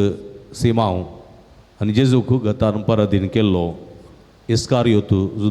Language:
Konkani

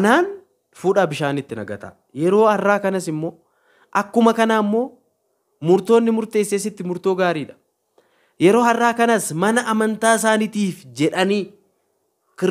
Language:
Oromo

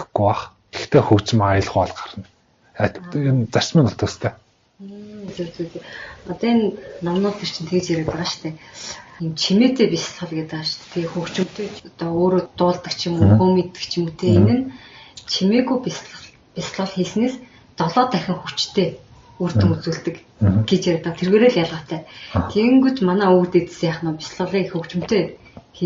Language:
Mongolian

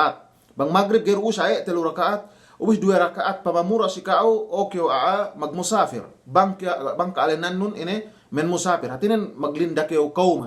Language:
Yakan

